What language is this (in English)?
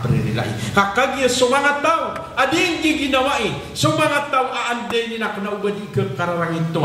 Maranao